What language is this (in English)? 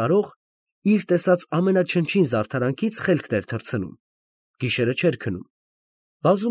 Armenian